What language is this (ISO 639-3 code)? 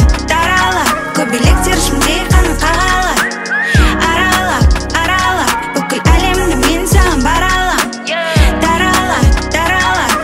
kaz